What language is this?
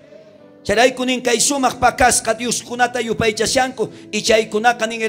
South Bolivian Quechua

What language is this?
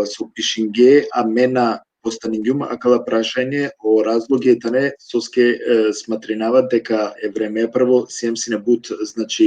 Balkan Romani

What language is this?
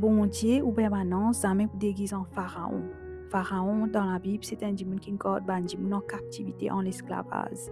Morisyen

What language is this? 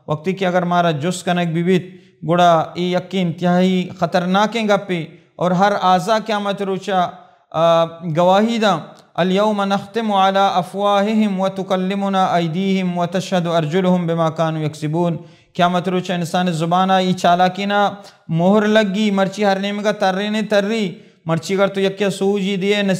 Baluchi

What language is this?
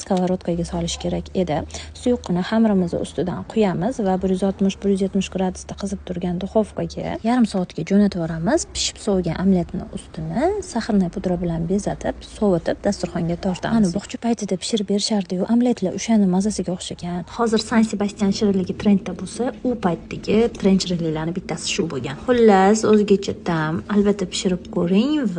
Uzbek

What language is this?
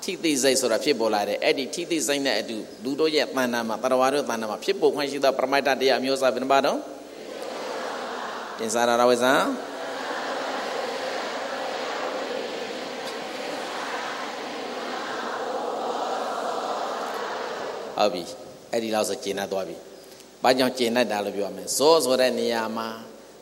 Burmese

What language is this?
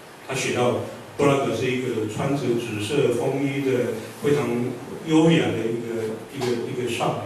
Chinese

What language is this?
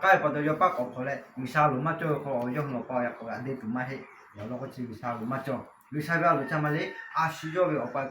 Lahu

